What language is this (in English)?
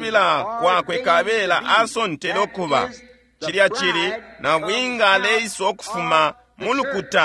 Bemba